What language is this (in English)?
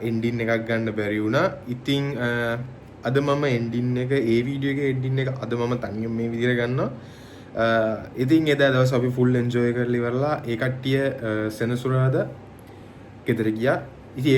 Sinhala